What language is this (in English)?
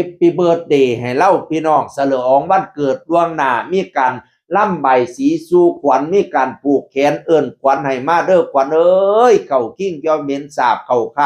Northeastern Thai